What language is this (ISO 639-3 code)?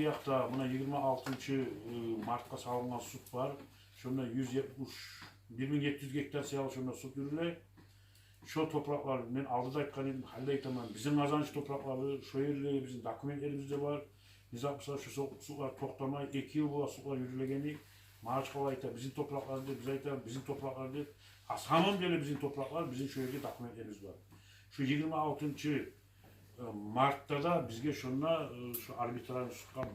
kum